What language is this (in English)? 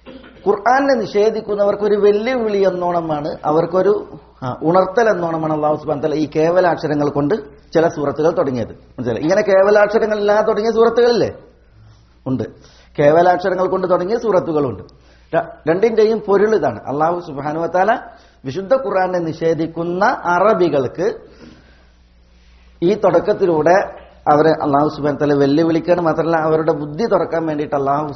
Malayalam